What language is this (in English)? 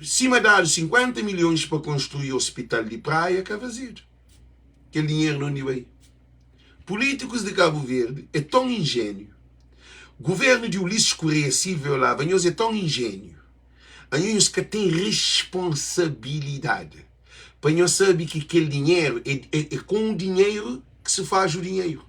Kabuverdianu